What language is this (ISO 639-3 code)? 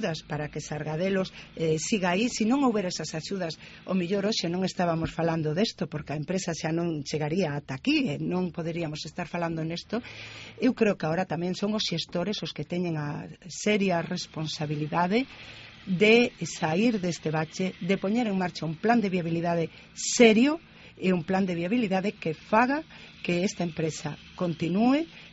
glg